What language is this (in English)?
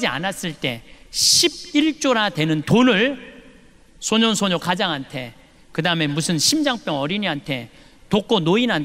Korean